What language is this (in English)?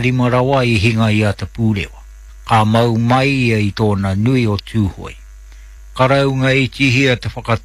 Māori